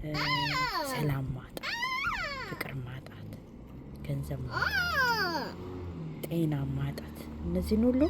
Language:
Amharic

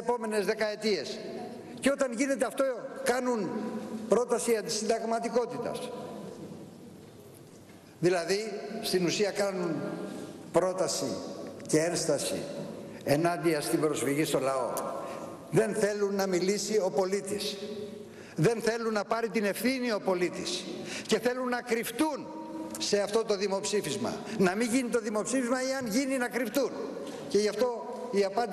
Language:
Greek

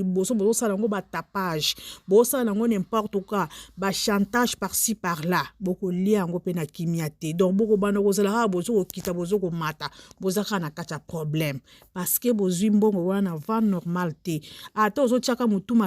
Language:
Lingala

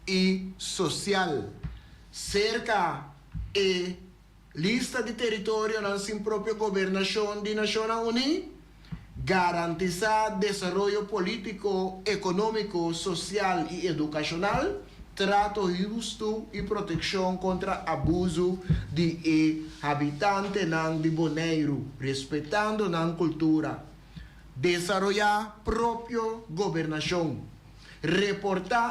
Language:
Papiamento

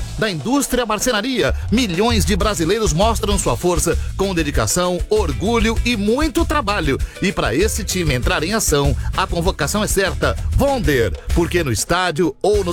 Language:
Portuguese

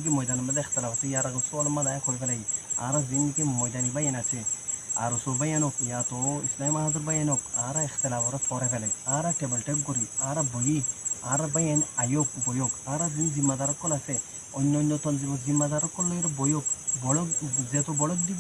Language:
Rohingya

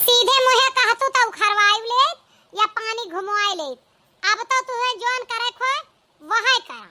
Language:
Awadhi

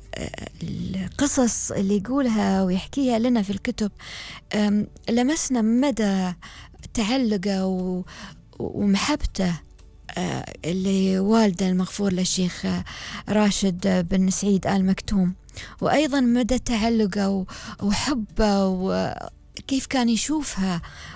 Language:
Gulf Arabic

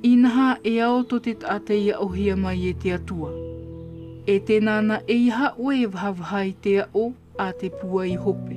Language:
Tahitian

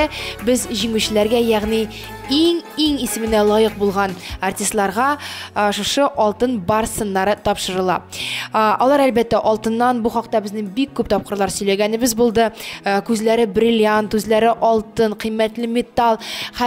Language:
Tatar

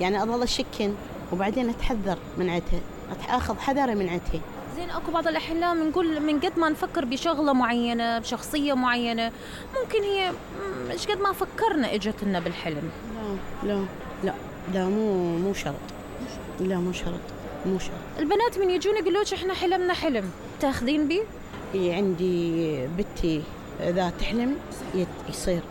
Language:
Mesopotamian Arabic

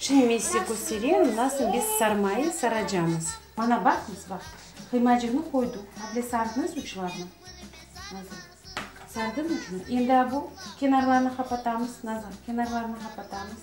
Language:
Crimean Tatar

